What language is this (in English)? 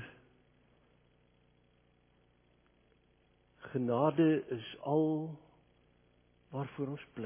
Afrikaans